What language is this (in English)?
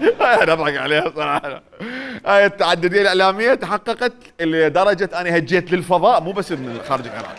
Mesopotamian Arabic